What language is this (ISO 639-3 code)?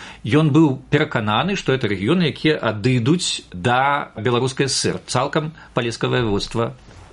bel